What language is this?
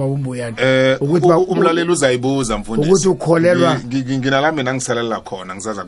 South Ndebele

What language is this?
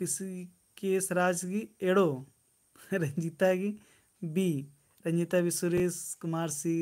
Kurukh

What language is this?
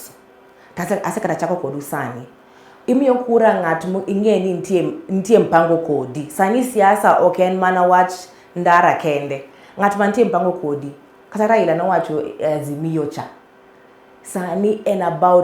Luo (Kenya and Tanzania)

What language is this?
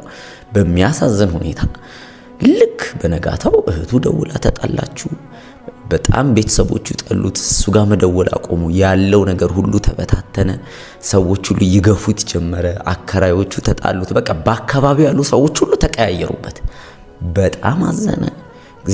Amharic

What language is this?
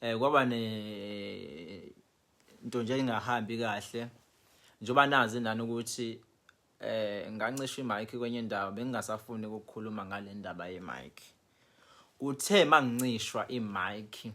Zulu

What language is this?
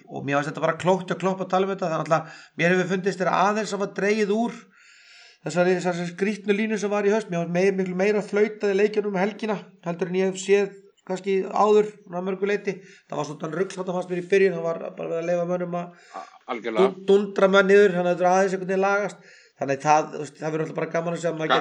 Icelandic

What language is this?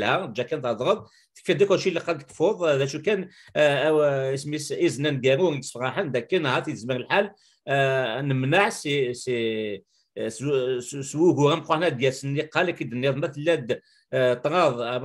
Kabyle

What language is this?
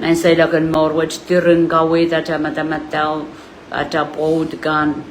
Pohnpeian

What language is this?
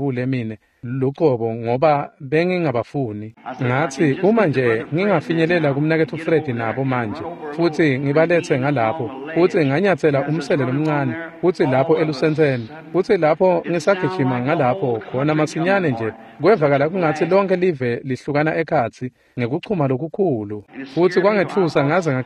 Swati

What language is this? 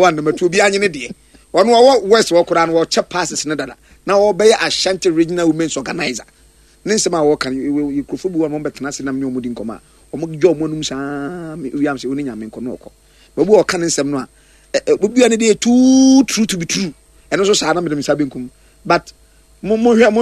Akan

